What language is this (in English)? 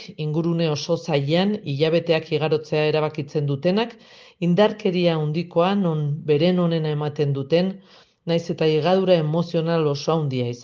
Basque